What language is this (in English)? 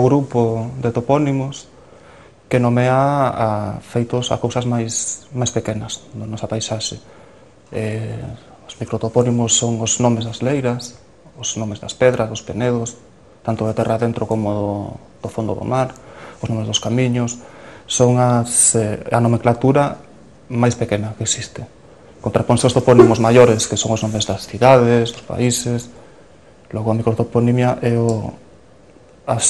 Galician